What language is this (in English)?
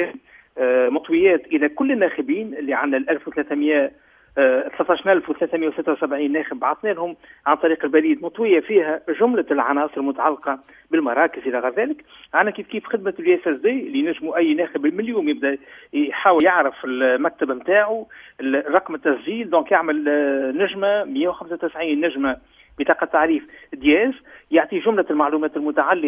Tunisian Arabic